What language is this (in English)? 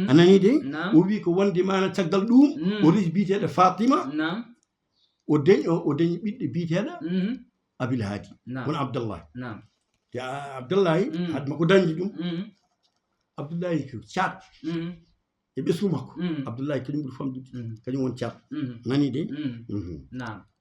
Fula